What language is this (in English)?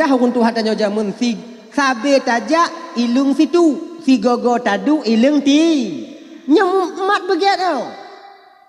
Achinese